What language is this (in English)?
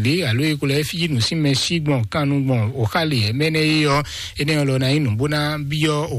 Fon